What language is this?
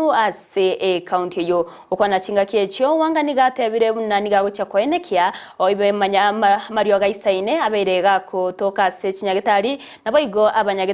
Gusii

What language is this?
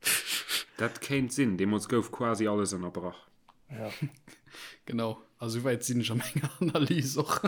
Luxembourgish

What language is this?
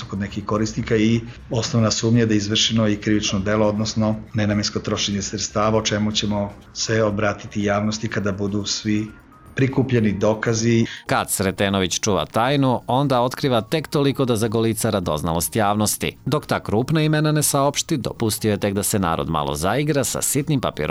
Serbian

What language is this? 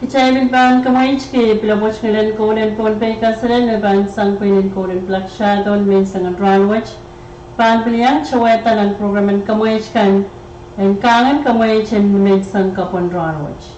Pohnpeian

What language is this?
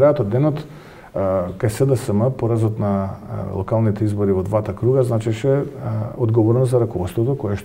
Macedonian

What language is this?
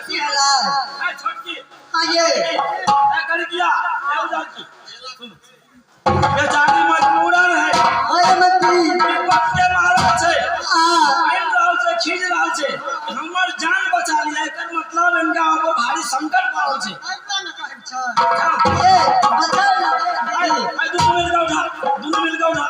Maithili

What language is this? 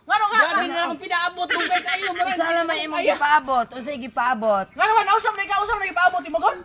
Cebuano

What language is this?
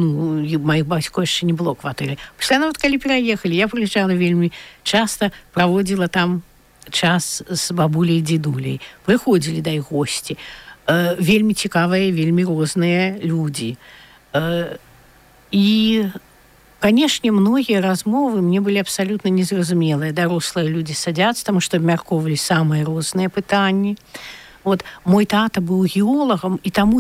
Belarusian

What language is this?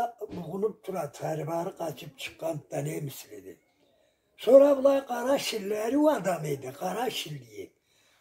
Karachay-Balkar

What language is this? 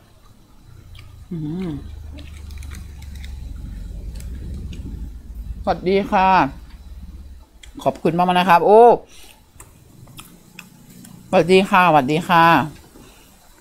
Thai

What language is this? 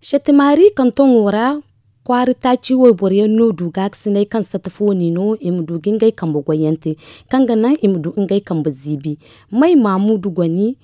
Zarma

